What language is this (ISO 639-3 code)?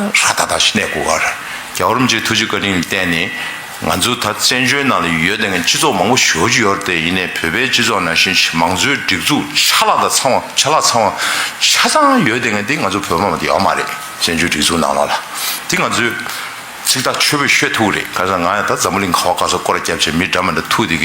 bod